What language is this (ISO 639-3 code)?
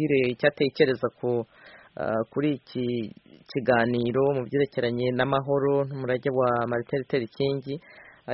kin